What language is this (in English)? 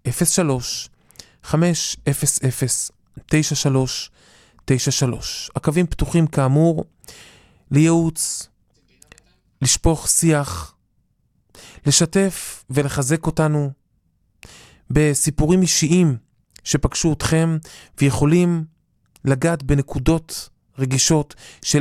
Hebrew